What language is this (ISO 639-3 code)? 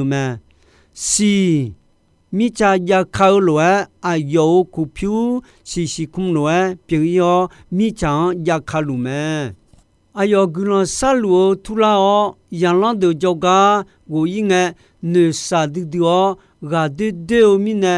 ahk